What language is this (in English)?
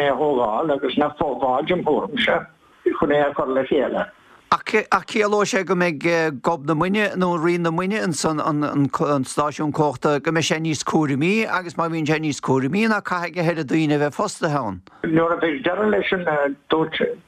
Irish